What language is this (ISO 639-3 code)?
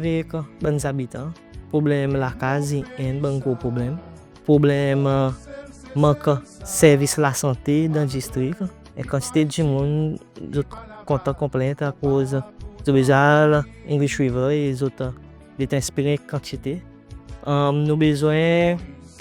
crs